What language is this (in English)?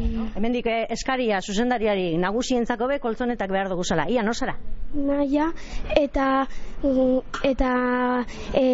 Basque